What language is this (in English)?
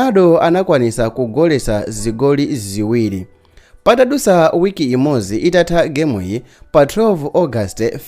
Nyanja